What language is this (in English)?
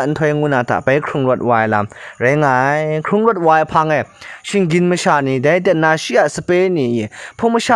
Kachin